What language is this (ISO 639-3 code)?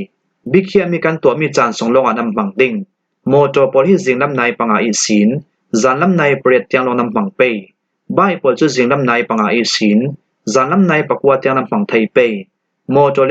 cfm